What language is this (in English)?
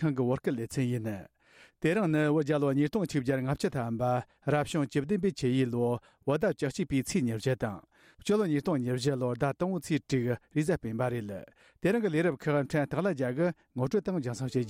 Tibetan